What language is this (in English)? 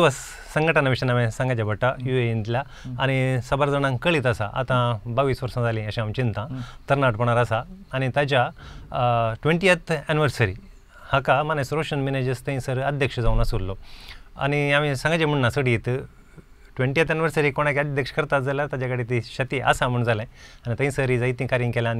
Konkani